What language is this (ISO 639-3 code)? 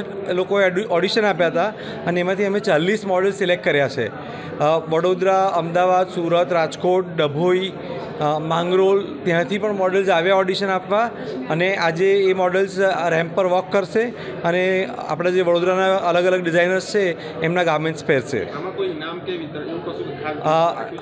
guj